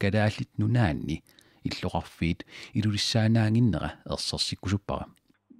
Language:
Kalaallisut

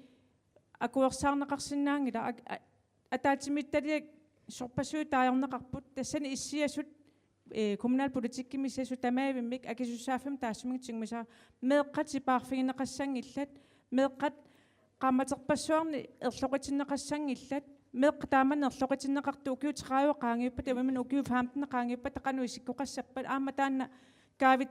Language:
Kalaallisut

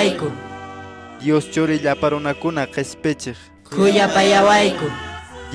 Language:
Quechua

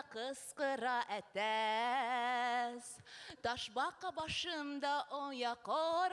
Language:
Bashkir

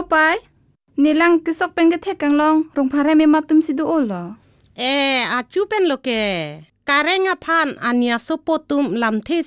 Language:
Karbi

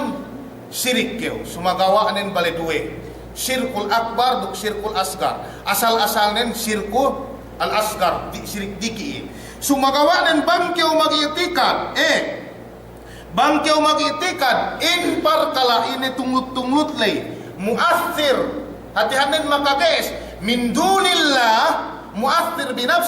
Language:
Yakan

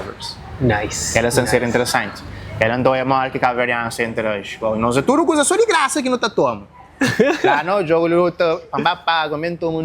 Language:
Kabuverdianu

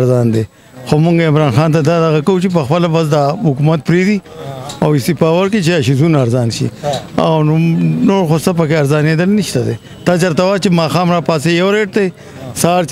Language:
Pashto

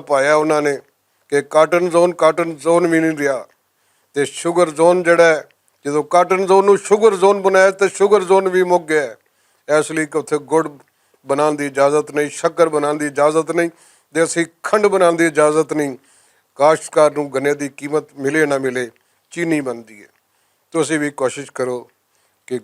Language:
Western Panjabi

